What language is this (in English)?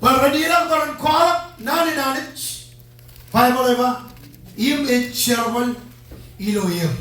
Marshallese